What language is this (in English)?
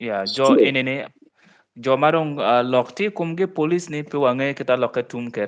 Acoli